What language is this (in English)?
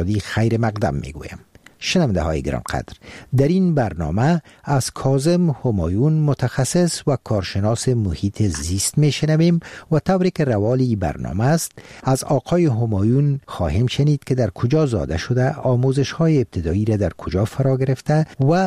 Persian